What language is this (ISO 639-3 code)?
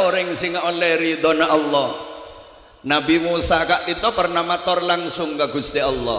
mad